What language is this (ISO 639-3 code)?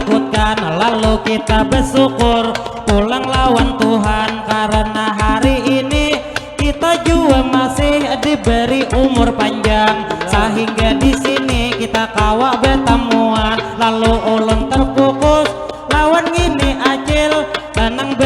bjn